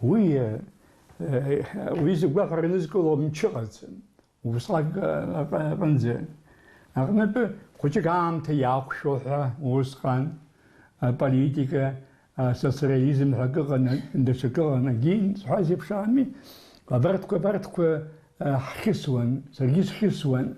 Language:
Abkhazian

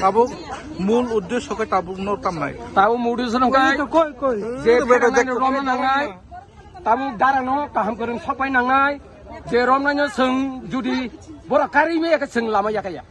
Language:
Kok Borok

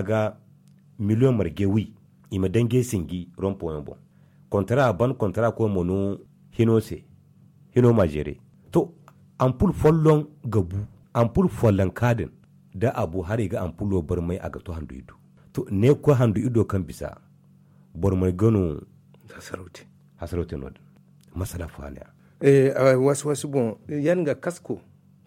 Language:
Zarma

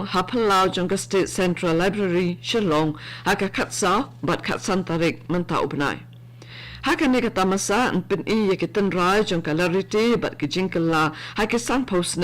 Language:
Khasi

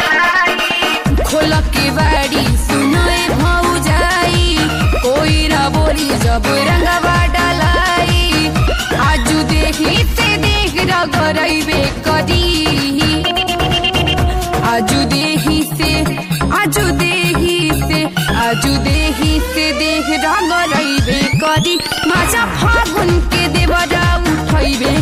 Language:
Bhojpuri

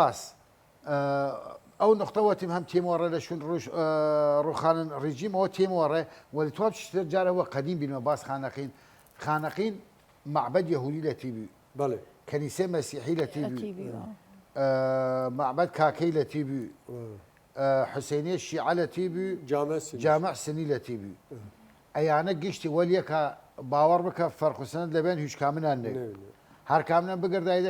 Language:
Southern Kurdish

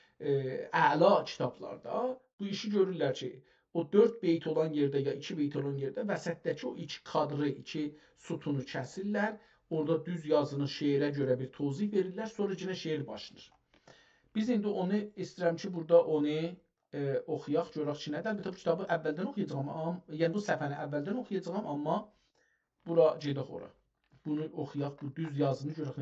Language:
South Azerbaijani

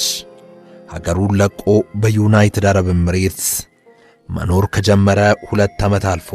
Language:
Amharic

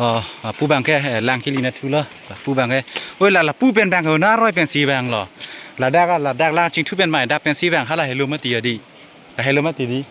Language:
Karbi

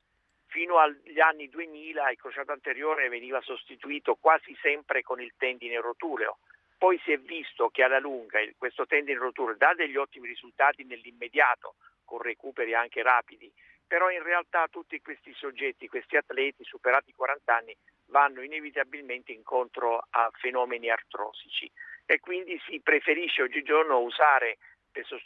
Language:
Italian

